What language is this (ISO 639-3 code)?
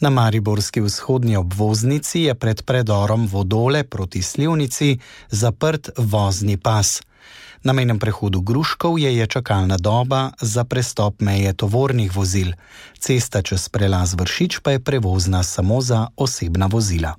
slv